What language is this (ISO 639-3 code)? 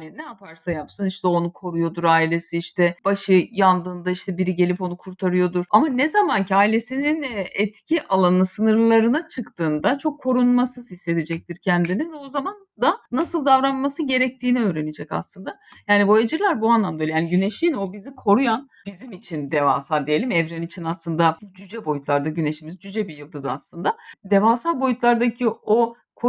tur